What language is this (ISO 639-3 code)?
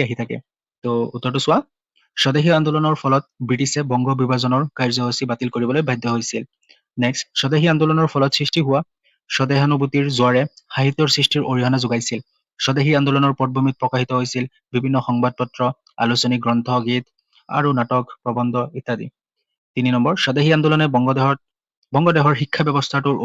asm